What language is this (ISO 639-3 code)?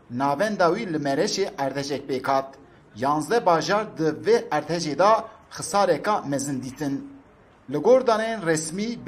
kur